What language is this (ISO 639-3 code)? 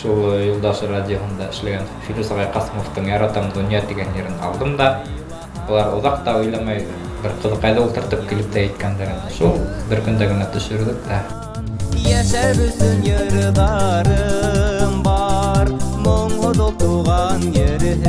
bak